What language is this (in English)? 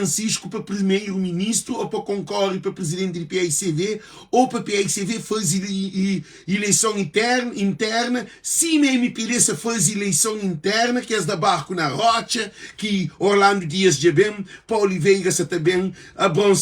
Kabuverdianu